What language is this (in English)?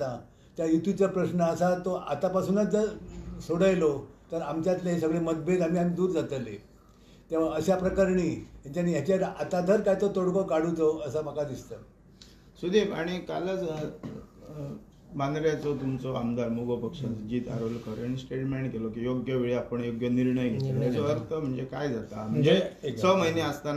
Konkani